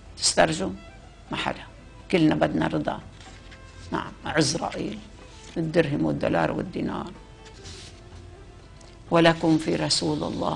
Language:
North Levantine Arabic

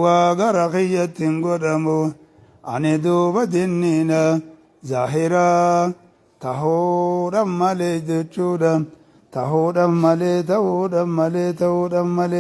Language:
Oromo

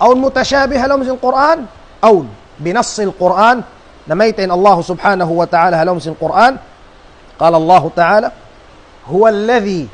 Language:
Tausug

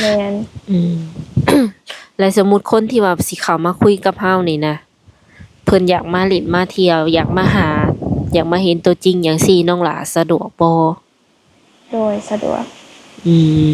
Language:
Lao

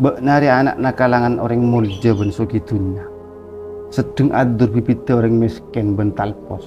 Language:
Madurese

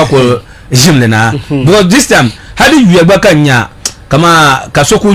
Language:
Dagbani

